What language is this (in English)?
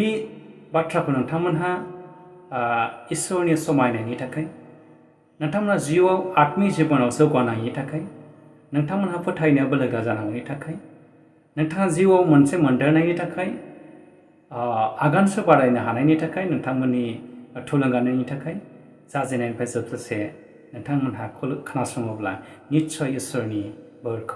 Bodo